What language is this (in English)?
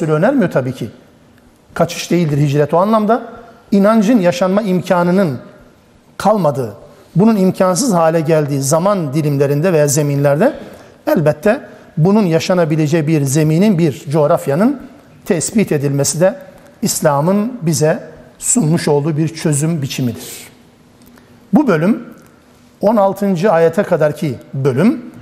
Turkish